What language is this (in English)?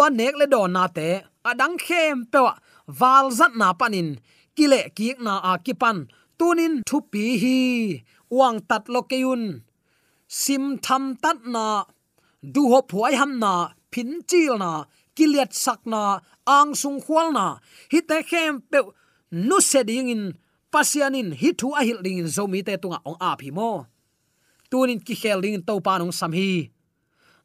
Tedim Chin